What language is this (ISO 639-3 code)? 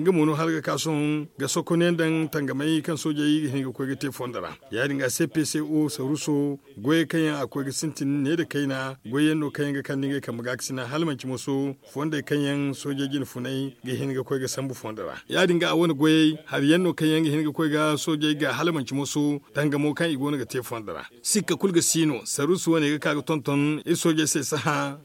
dje